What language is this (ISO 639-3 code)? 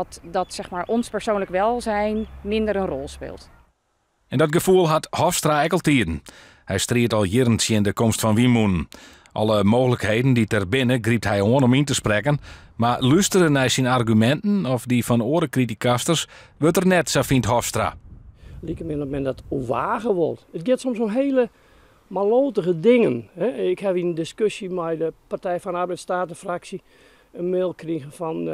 fry